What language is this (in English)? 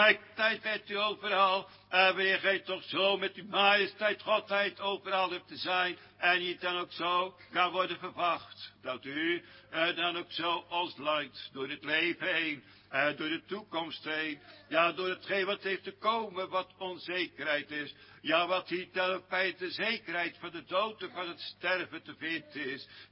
Dutch